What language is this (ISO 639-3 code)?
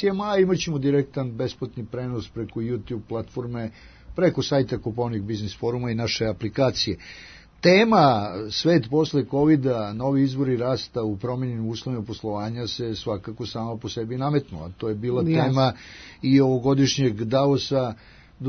srp